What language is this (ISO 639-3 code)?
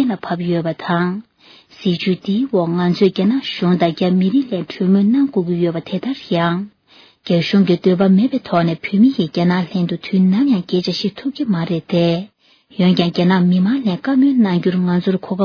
bod